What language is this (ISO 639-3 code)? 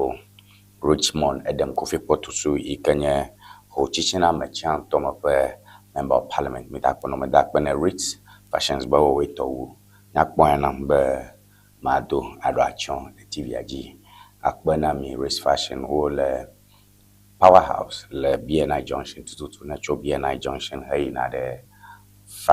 ewe